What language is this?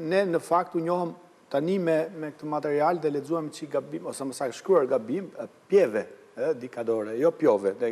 Albanian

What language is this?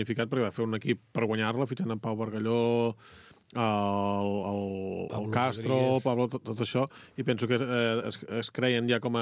Catalan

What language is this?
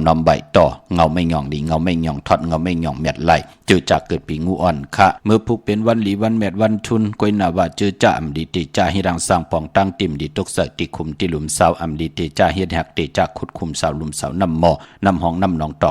Shan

